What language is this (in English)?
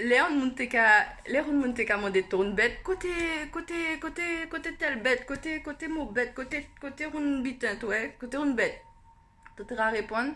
Guianese Creole French